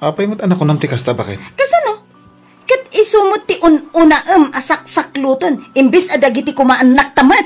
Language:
Iloko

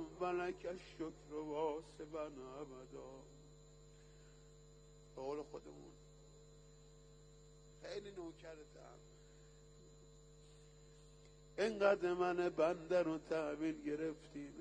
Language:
Persian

